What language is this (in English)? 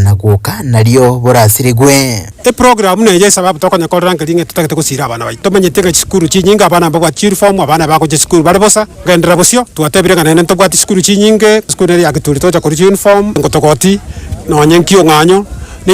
Gusii